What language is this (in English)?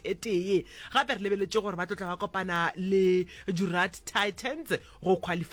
Northern Sotho